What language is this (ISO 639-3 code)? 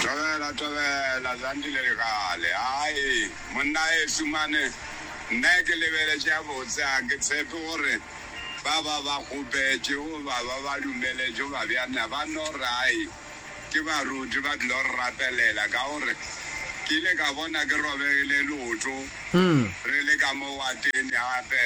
nso